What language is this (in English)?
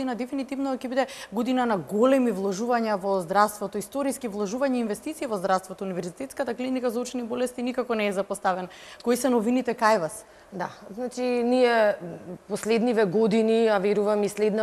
Macedonian